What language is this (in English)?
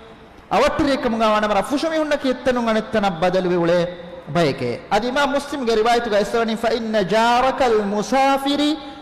Divehi